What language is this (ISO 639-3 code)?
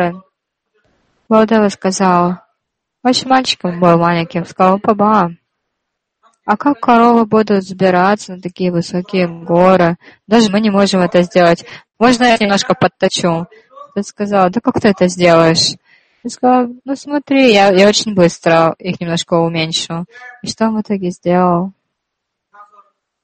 rus